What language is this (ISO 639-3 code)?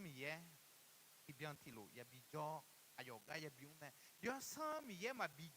ahk